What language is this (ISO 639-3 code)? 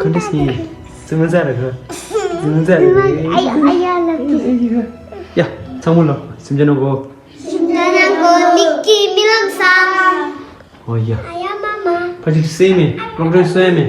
bod